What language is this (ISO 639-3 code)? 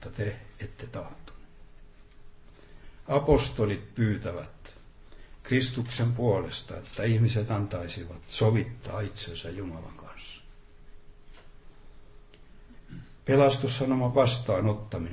fin